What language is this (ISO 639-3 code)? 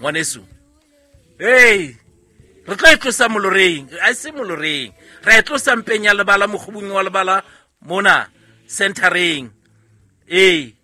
sot